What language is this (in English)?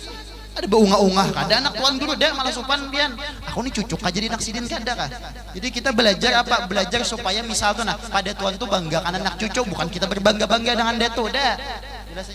Banjar